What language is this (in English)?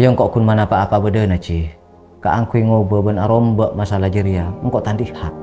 Madurese